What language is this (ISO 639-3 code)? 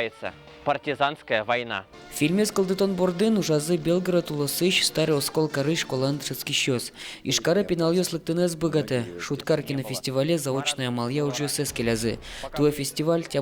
udm